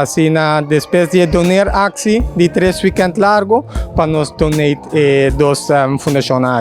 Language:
Papiamento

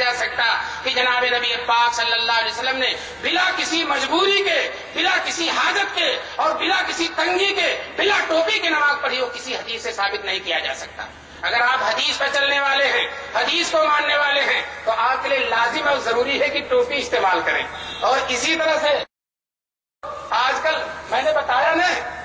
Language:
Urdu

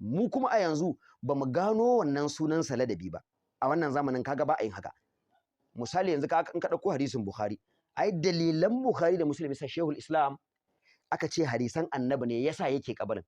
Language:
Hausa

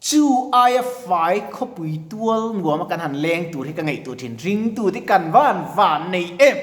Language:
Mizo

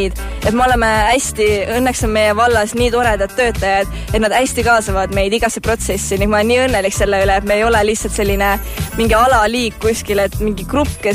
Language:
Estonian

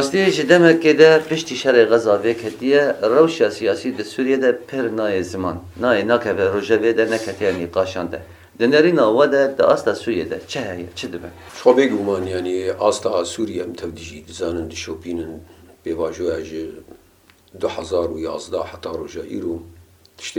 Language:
Kurdish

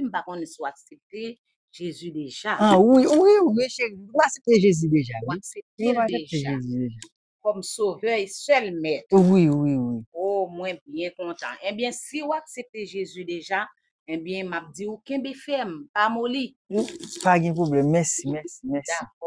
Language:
Haitian Creole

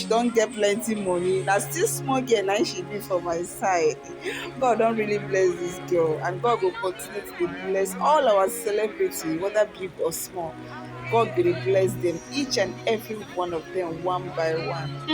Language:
Nigerian Pidgin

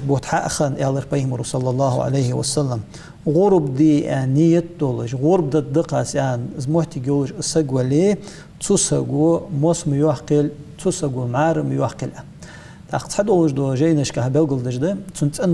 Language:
Ingush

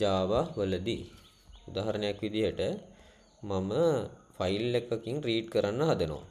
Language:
Sinhala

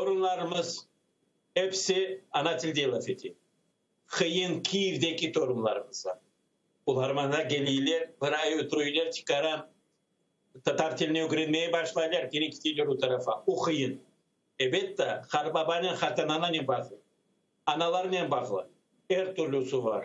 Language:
Crimean Tatar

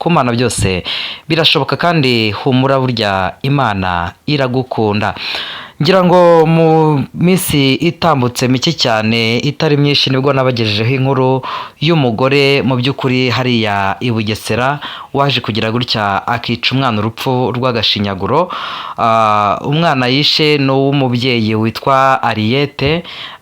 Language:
Kinyarwanda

